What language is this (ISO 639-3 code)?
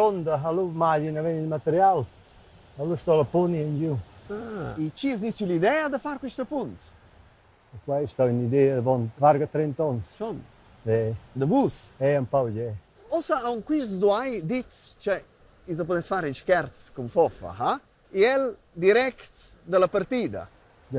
roh